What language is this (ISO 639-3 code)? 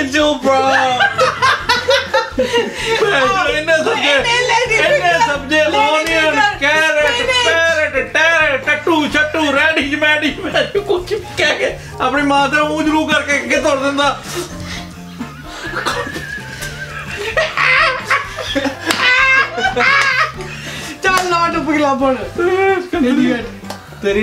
pan